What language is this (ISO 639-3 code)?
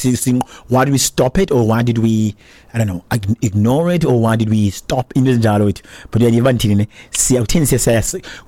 xho